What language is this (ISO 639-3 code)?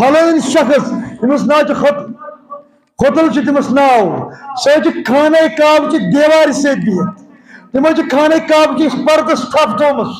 kas